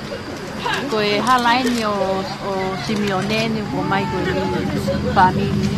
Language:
Tongan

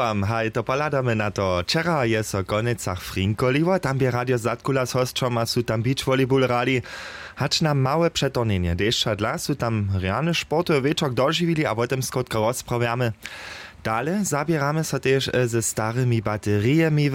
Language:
Upper Sorbian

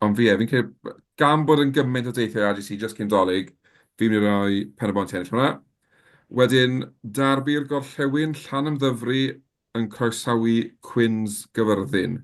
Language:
Welsh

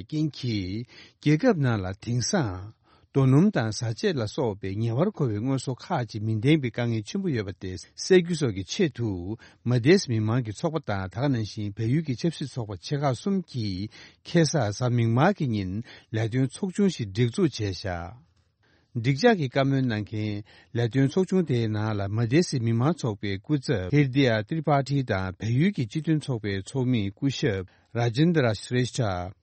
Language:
Tibetan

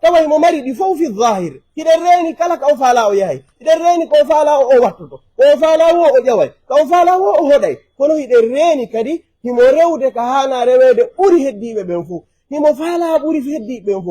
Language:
Pular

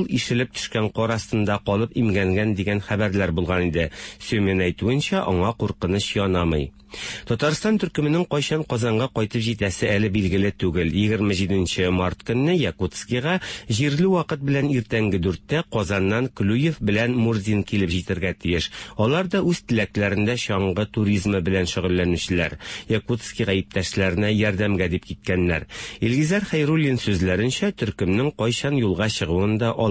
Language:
Tatar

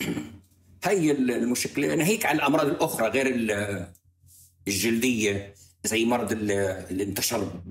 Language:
North Levantine Arabic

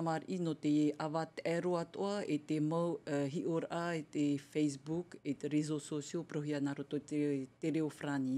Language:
Tahitian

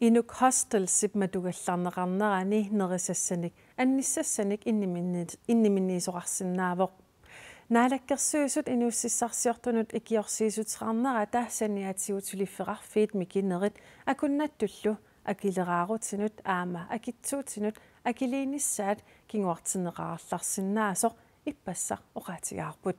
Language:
Kalaallisut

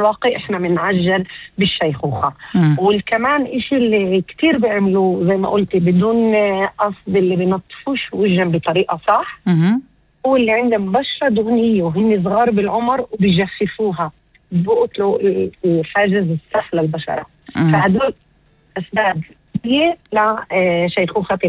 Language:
North Levantine Arabic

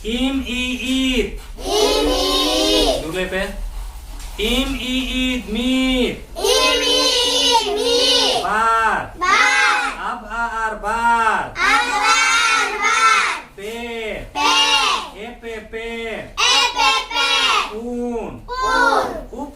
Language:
Santali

